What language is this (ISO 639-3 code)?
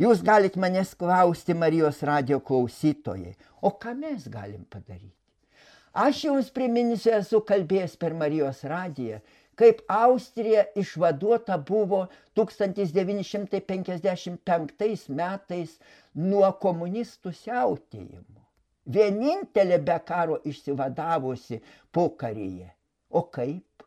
lit